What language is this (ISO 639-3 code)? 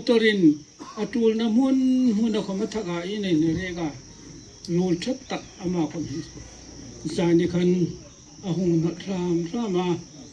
hmr